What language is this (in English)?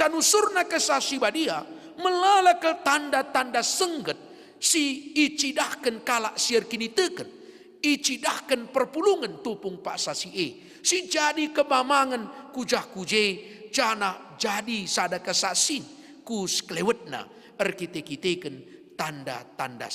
Batak Karo